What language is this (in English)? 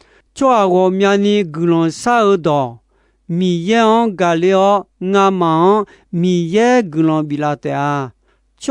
Akha